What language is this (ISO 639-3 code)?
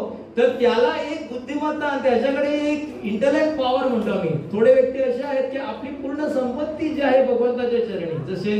mar